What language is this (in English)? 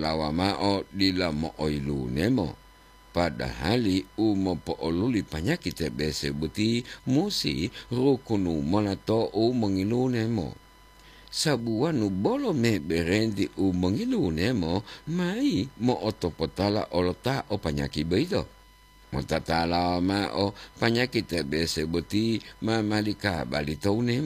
Gorontalo